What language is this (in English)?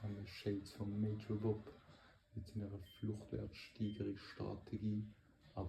Swiss German